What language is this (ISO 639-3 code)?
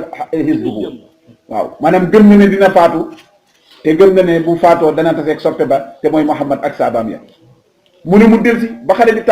wol